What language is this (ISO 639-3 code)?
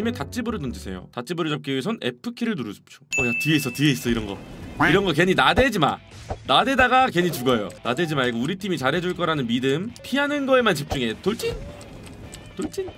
kor